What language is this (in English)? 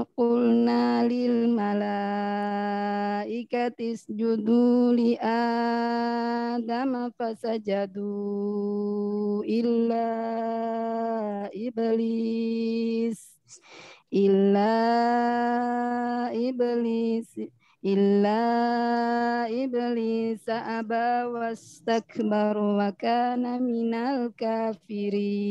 Indonesian